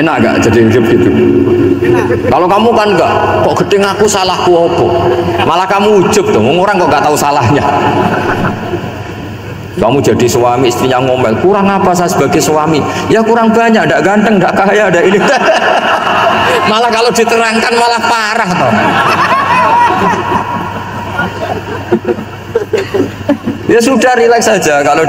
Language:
Indonesian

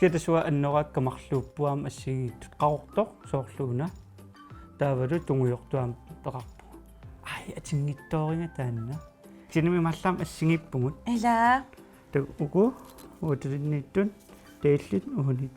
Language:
Kalaallisut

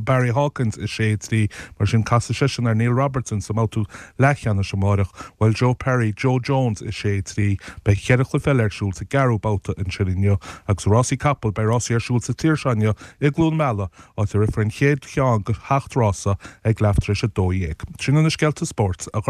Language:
Irish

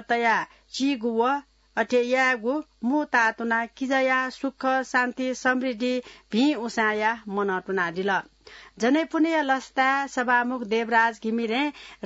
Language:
Newari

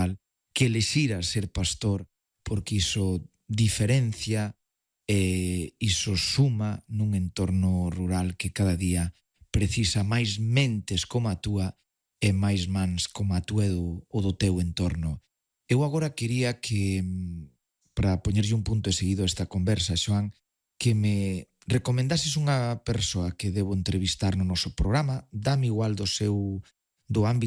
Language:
Galician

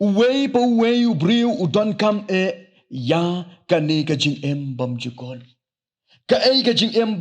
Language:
Khasi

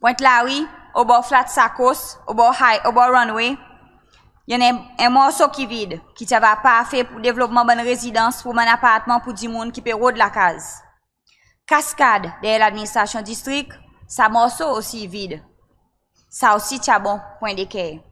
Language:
Seselwa Creole French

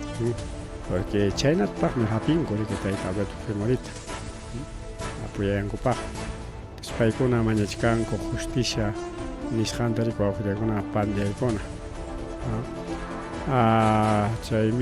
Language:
Ayacucho Quechua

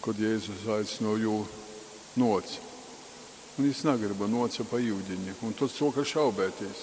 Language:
Latgalian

